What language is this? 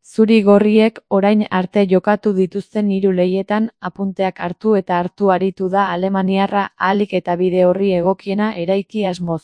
Basque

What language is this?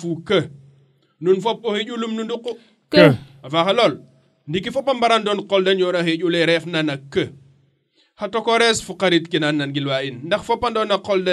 Serer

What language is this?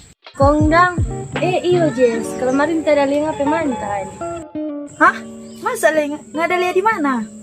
Manado Malay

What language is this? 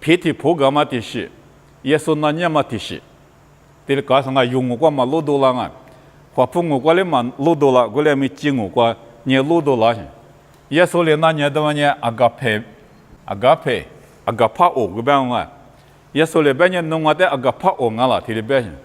Lisu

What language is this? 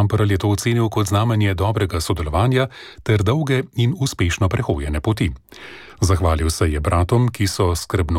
Slovenian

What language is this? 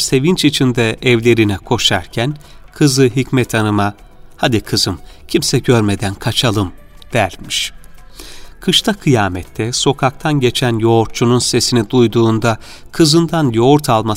Turkish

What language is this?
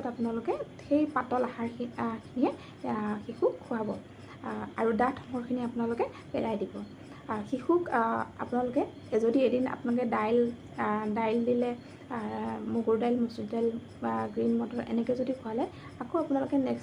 Assamese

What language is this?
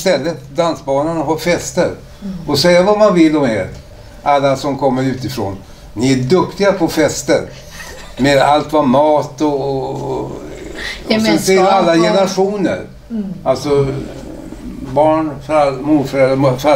Swedish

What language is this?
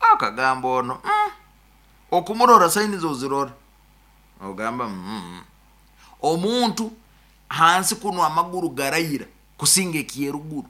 Nyoro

